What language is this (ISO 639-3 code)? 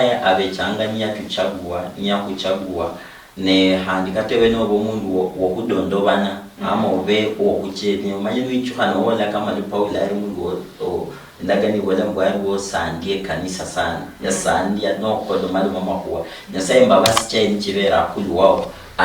luy